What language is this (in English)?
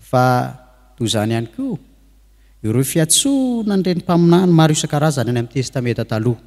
Malagasy